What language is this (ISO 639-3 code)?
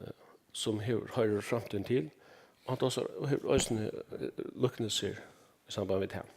fao